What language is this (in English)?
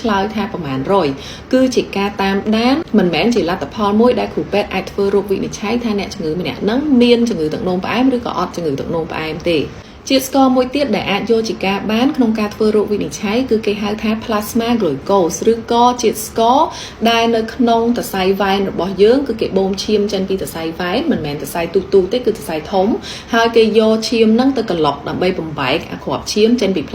Khmer